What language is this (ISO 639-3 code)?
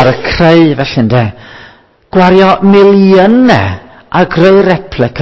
cym